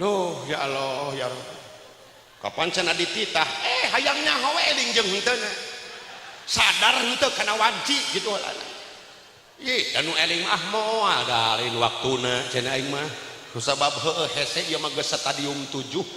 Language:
Sundanese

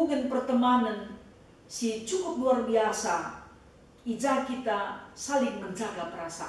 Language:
Batak Karo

